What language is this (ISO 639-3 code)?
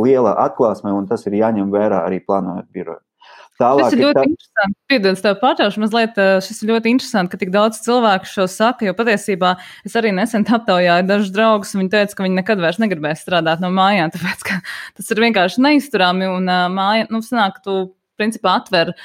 lav